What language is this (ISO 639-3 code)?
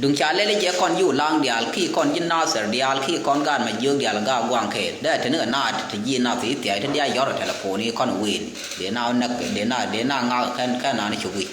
nus